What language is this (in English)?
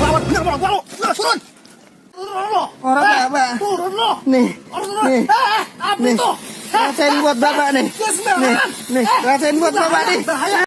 Betawi